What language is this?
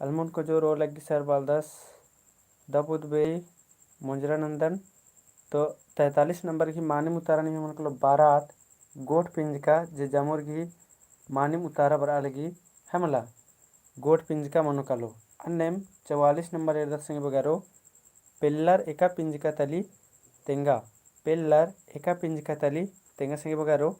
Kurukh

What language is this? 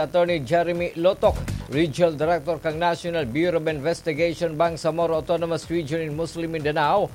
Bikol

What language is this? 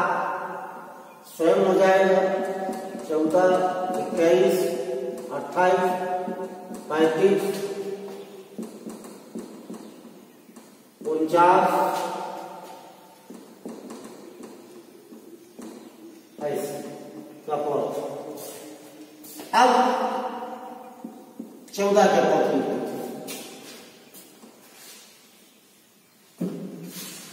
Hindi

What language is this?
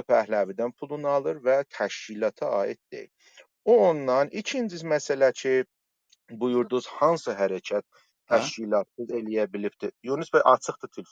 South Azerbaijani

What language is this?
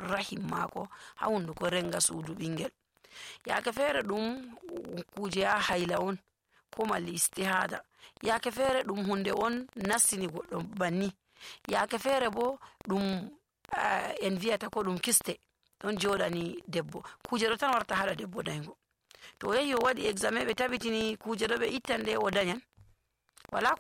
Nigerian Fulfulde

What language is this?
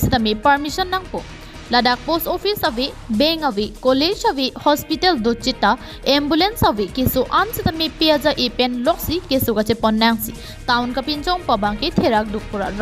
Karbi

